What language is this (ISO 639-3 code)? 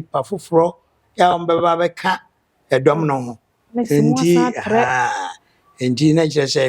aka